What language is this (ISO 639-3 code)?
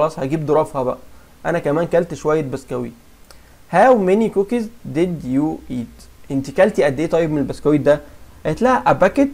arz